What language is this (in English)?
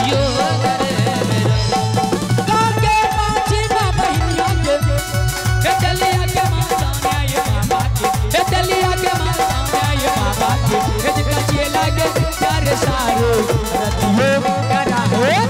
Bhojpuri